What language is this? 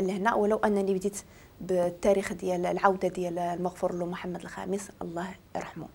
Moroccan Arabic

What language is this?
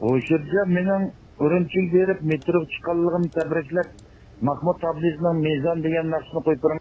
Uyghur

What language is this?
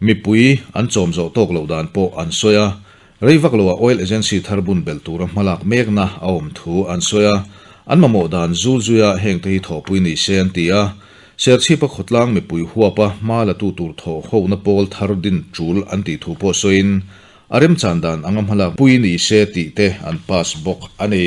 Mizo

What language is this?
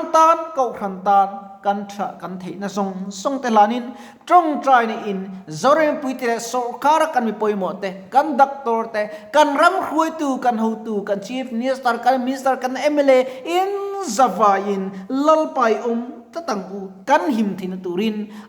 Mizo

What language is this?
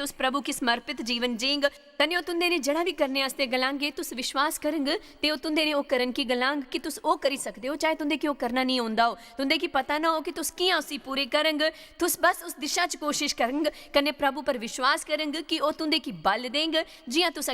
Dogri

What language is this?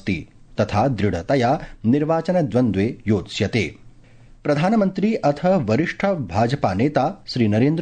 Sanskrit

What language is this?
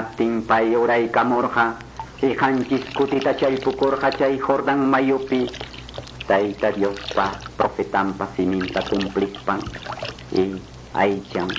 Quechua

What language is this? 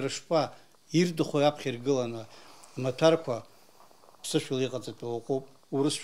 Abkhazian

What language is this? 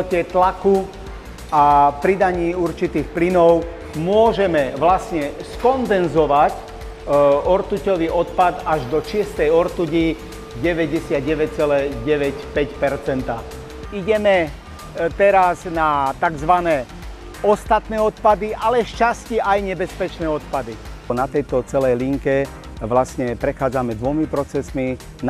Slovak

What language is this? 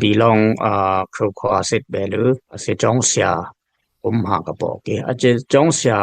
Dimasa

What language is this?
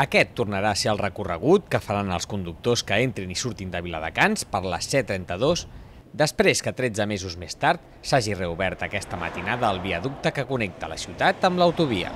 Catalan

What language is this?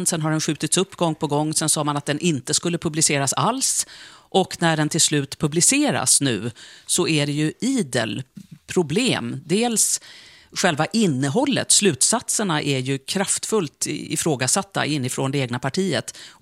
Swedish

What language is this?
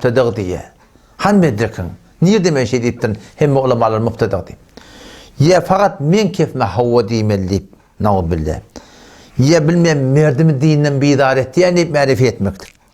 Turkmen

